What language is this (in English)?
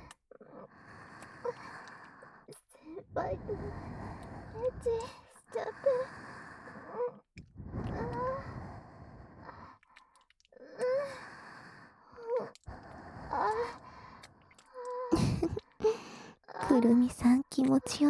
Japanese